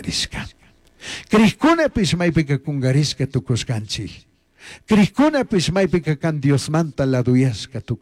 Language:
Chimborazo Highland Quichua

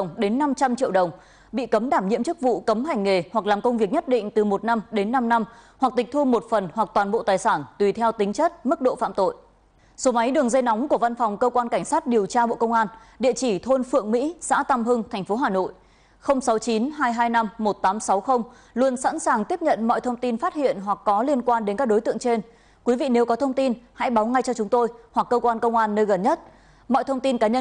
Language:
Vietnamese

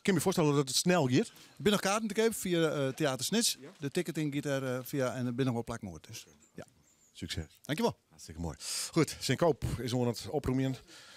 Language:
Western Frisian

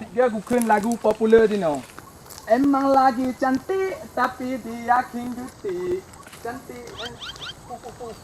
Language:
Achinese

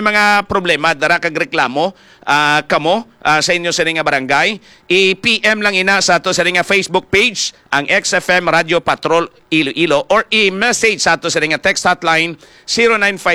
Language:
Hiligaynon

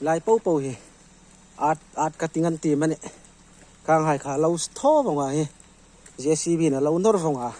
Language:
Hmar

